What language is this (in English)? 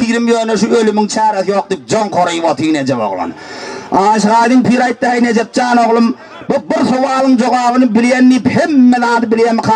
Turkmen